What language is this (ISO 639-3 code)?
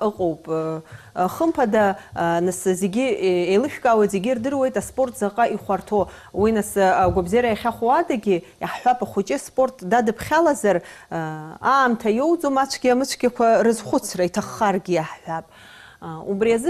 abk